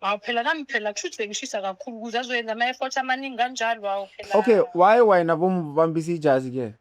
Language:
Zulu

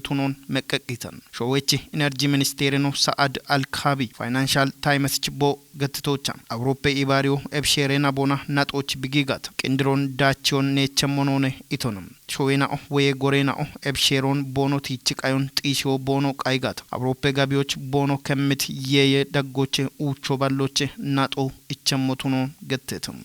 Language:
Kafa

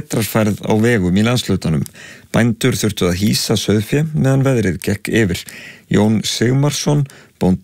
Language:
Icelandic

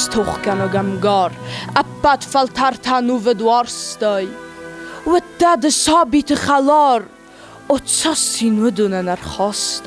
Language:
Ossetic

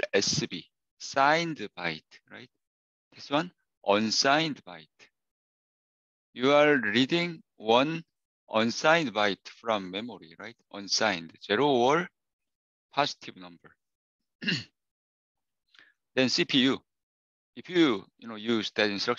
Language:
English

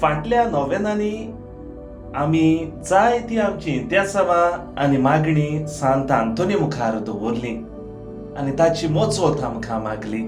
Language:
Konkani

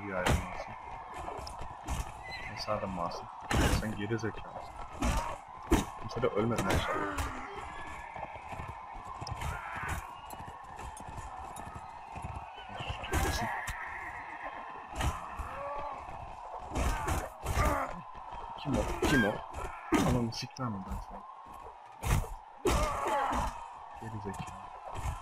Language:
Turkish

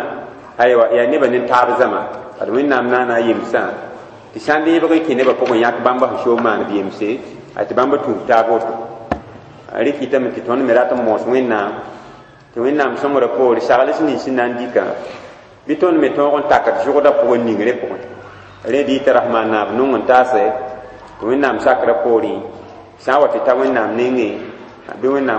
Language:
Mossi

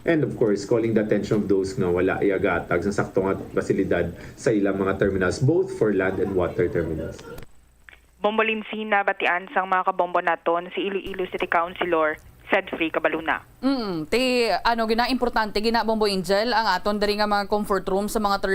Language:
Hiligaynon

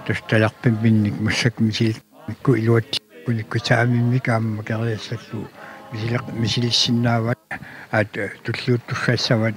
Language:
Kalaallisut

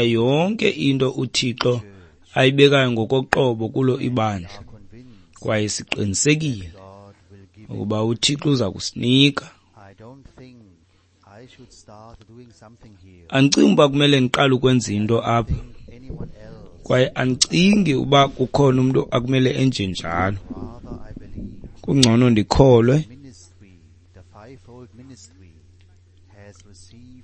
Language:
Xhosa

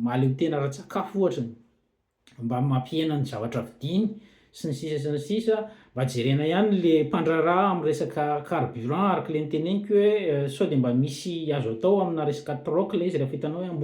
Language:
Malagasy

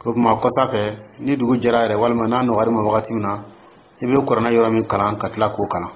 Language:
Dyula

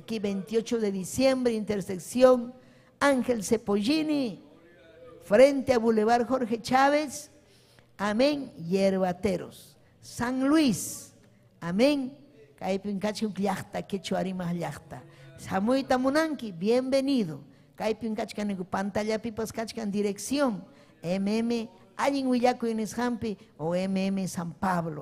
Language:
Ayacucho Quechua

